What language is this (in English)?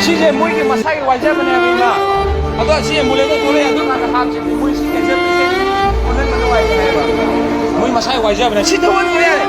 Manipuri